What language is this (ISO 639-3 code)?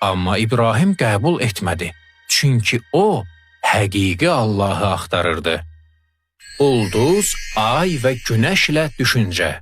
aze